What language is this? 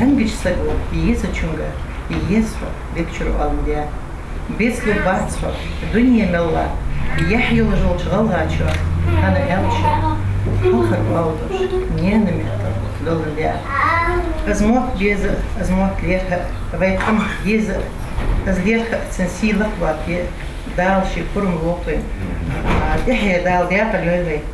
Ingush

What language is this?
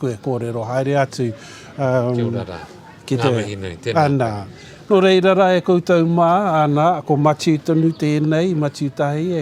Māori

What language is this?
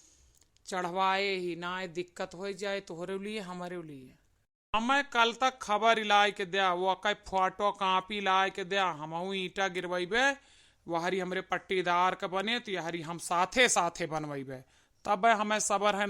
Awadhi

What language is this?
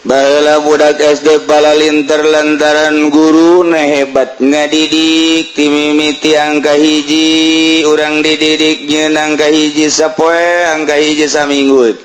Sundanese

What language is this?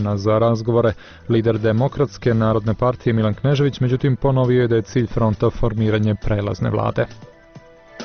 Serbian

